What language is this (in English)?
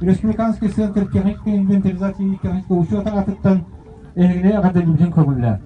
Yakut